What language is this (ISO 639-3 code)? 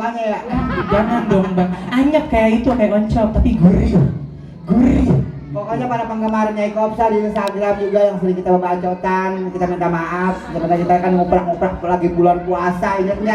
bew